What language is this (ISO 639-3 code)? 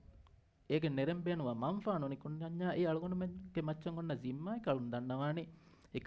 div